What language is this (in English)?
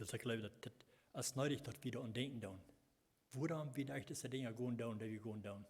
Plautdietsch